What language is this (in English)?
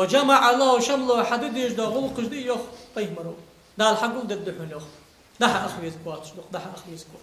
Ingush